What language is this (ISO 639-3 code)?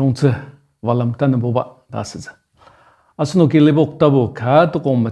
njo